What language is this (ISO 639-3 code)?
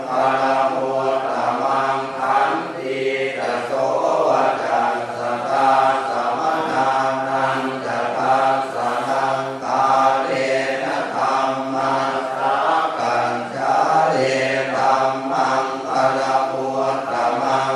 pli